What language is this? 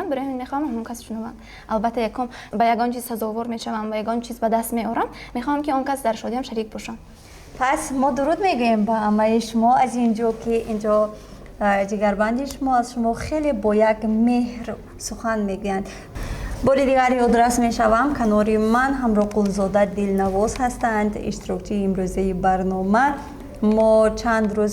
Tajik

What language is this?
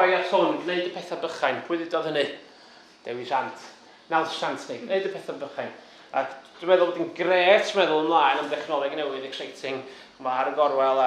Welsh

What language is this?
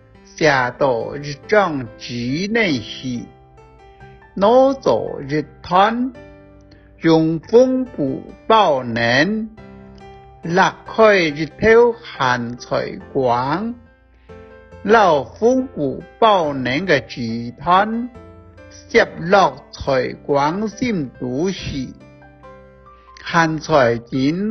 Hakka Chinese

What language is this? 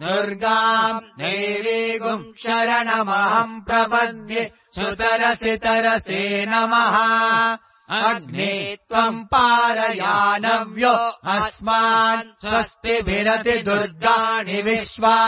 Sanskrit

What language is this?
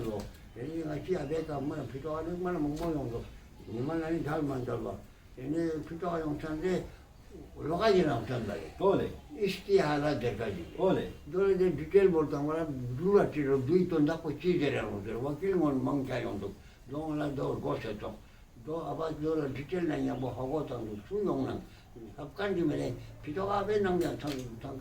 Ladakhi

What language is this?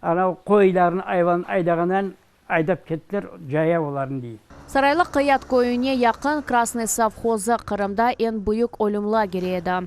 Crimean Tatar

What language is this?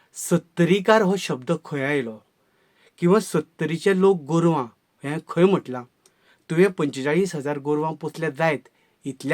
Konkani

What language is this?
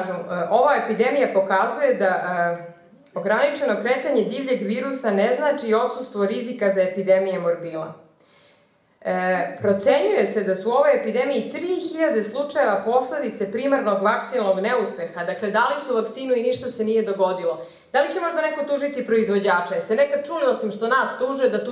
Serbian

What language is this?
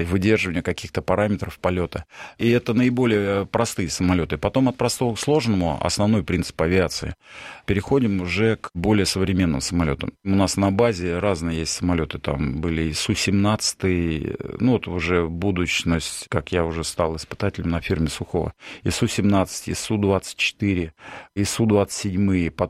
Russian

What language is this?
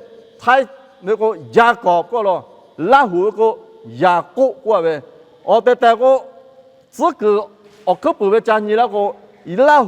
Lahu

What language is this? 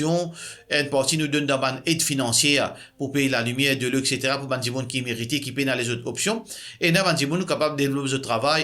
Morisyen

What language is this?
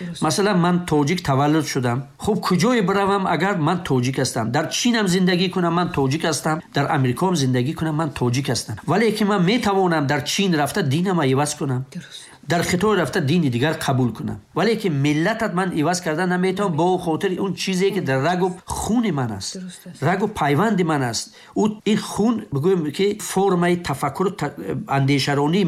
Tajik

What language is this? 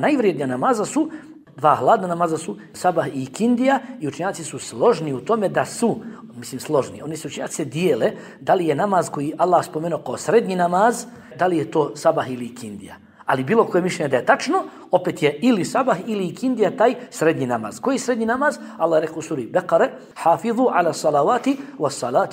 Bosnian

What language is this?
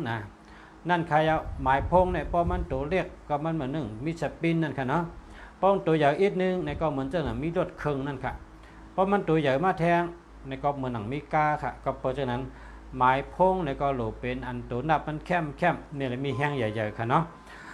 Shan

